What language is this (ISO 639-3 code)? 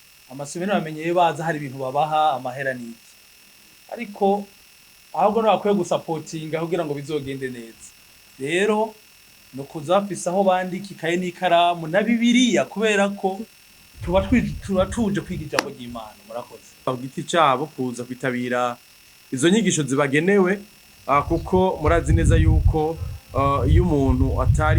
run